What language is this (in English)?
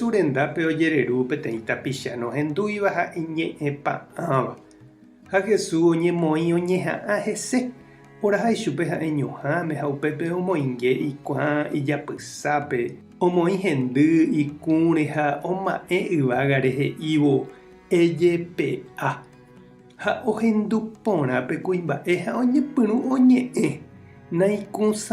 Guarani